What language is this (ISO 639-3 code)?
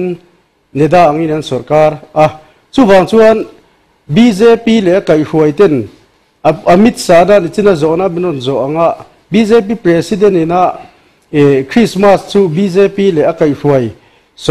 lus